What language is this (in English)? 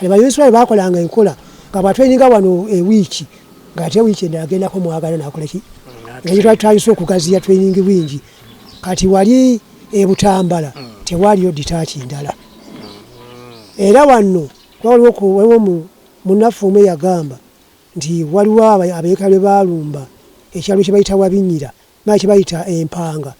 Ganda